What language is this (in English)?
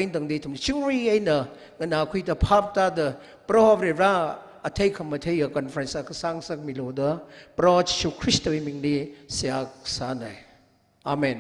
Tangkhul Naga (India)